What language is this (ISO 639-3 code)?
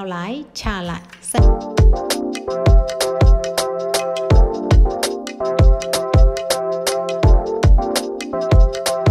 mya